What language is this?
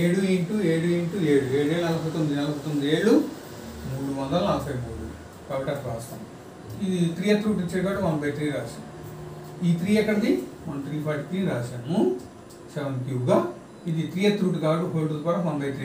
Telugu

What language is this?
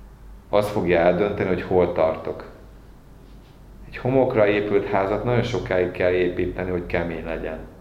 Hungarian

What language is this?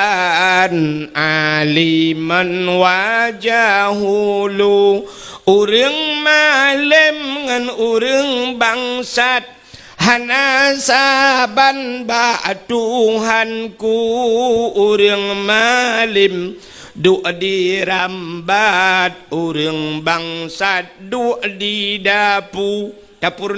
Achinese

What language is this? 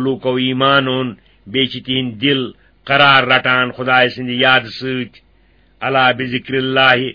Kashmiri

